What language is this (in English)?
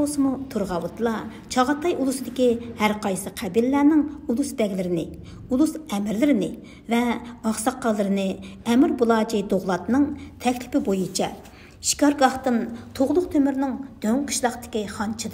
Uyghur